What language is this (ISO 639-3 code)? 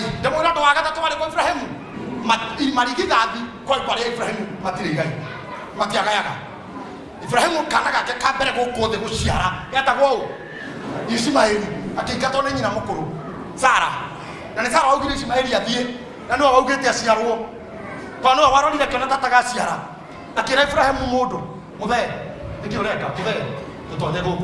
kik